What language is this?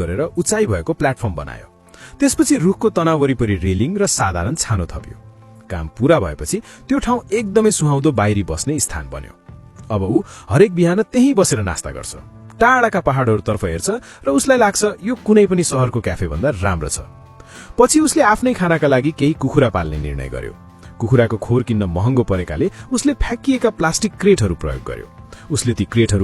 Nepali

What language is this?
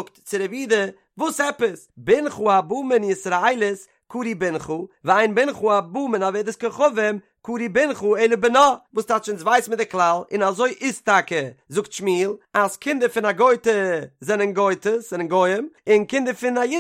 Yiddish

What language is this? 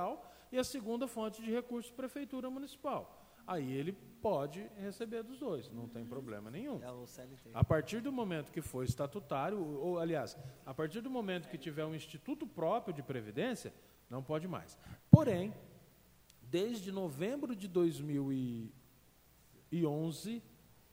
Portuguese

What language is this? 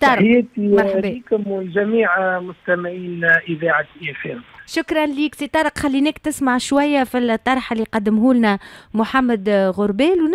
Tunisian Arabic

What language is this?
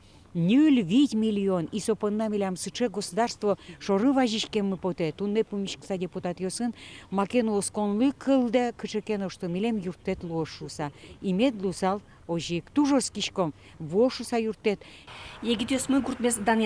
Udmurt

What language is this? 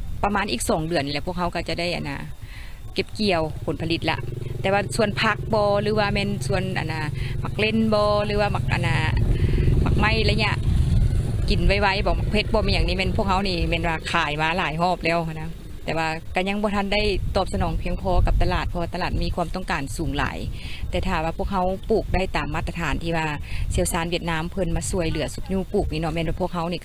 Lao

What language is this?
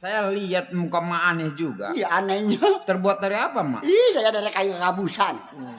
Betawi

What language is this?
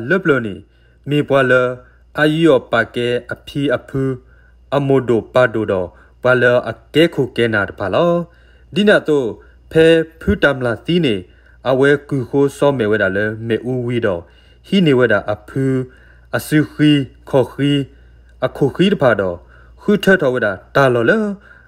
S'gaw Karen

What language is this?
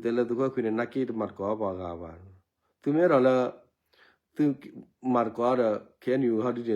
S'gaw Karen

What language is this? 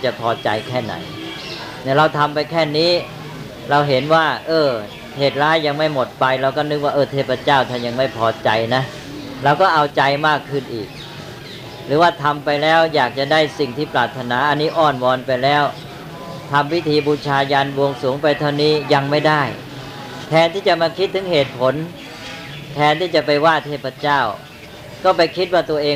Thai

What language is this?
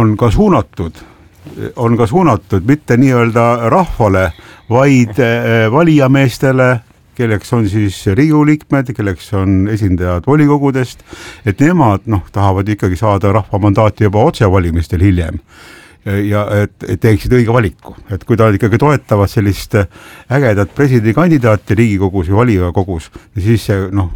Estonian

